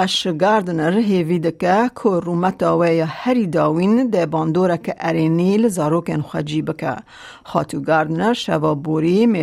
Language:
Kurdish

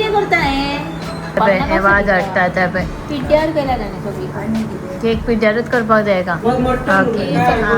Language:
Konkani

